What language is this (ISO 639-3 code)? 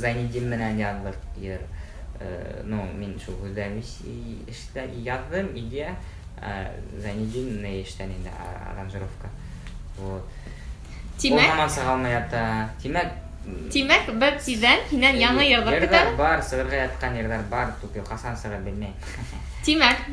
bak